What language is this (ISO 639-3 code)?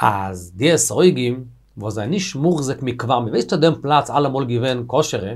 yid